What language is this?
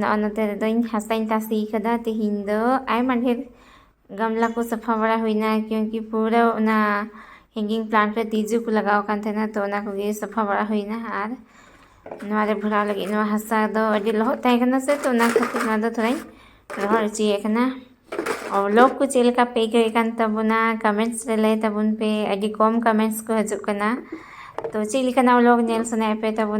Santali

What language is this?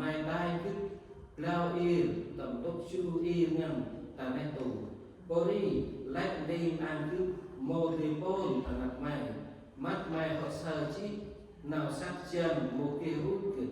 Central Mnong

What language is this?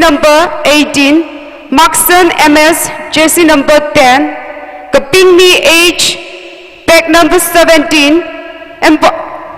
Tangkhul Naga (India)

